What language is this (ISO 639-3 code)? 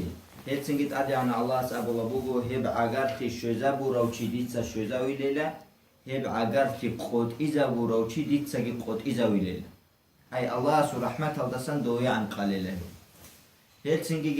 ava